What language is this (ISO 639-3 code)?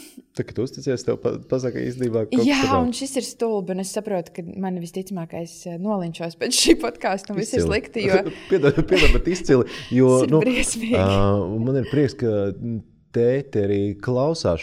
lav